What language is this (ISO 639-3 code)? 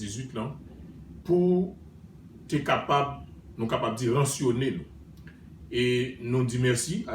hat